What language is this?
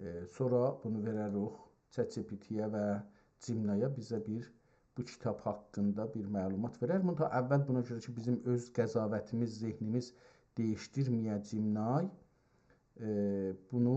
South Azerbaijani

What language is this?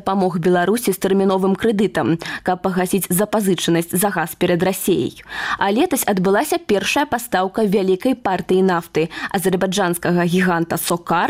Belarusian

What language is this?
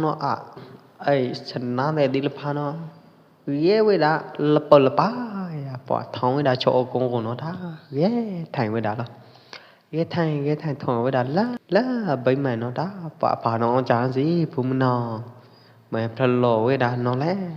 Pwo Eastern Karen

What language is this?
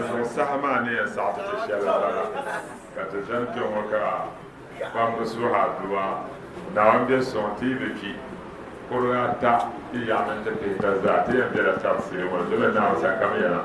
Dagbani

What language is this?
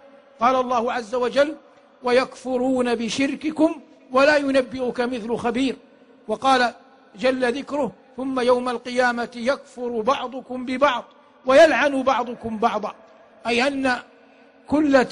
Arabic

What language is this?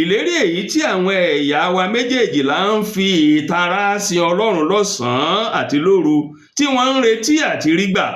Yoruba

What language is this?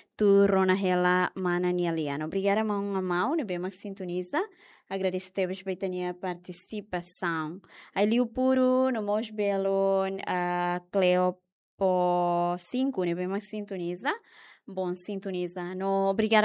Tetum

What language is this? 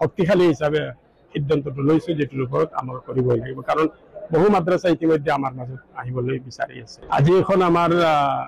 Assamese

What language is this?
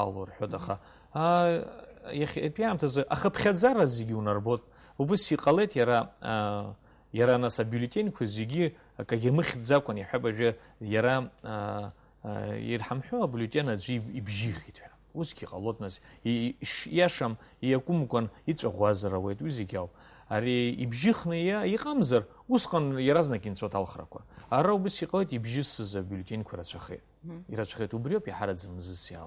Abkhazian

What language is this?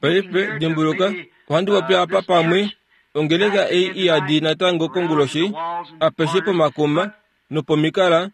Kuanyama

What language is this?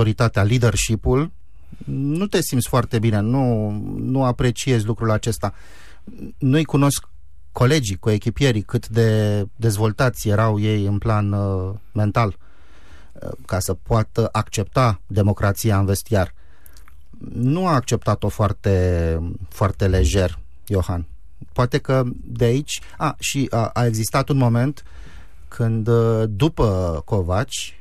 Romanian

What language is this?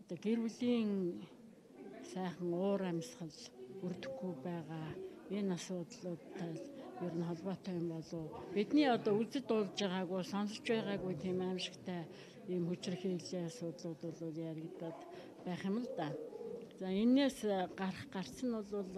Mongolian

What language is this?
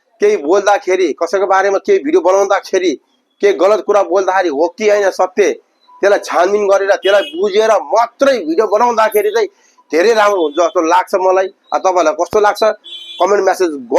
Nepali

